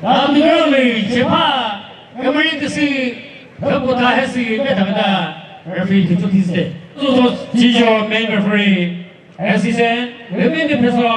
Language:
Chokri Naga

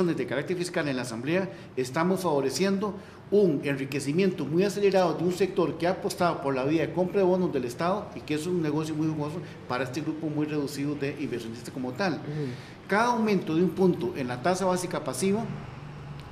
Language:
Spanish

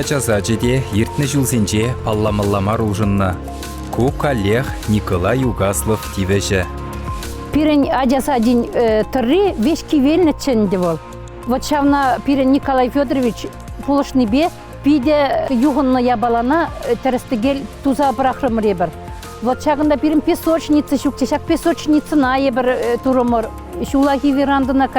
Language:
Chuvash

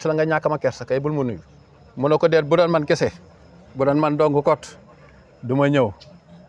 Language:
Wolof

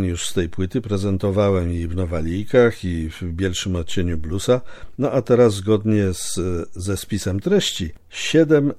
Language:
Polish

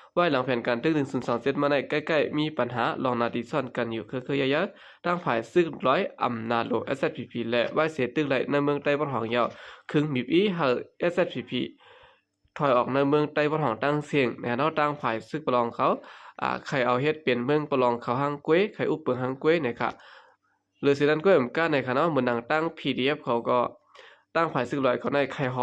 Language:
Shan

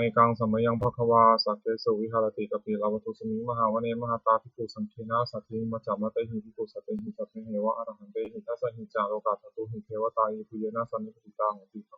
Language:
Pali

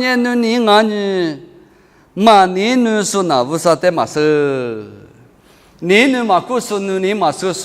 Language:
Lisu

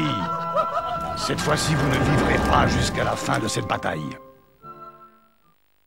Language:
French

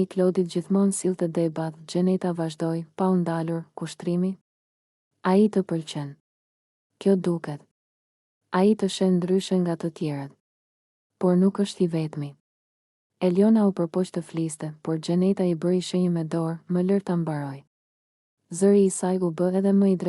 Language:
Albanian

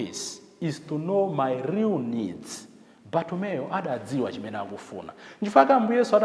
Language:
Nyanja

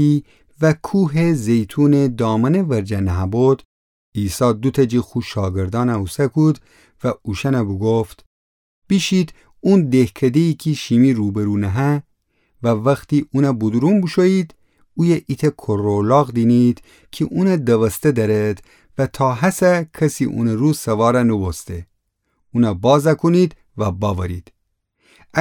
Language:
Gilaki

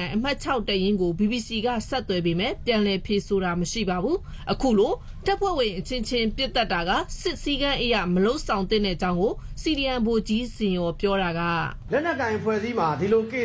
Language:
Burmese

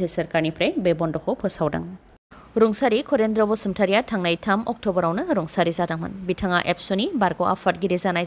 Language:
Bodo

